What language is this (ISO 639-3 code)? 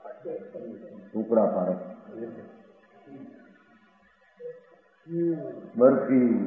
guj